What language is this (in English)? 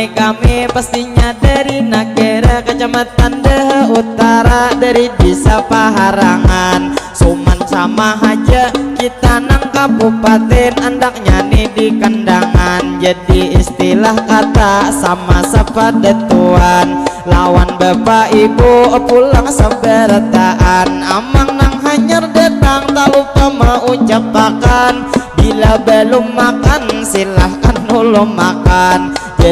Banjar